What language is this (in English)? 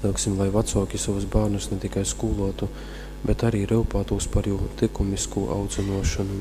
Latgalian